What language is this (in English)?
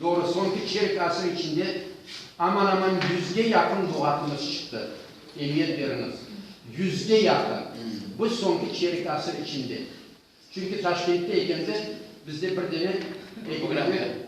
Crimean Tatar